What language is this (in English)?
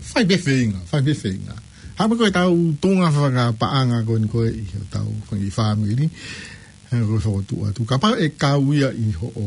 Tongan